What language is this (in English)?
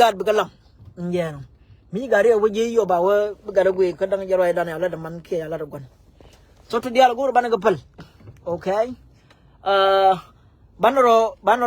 Nuer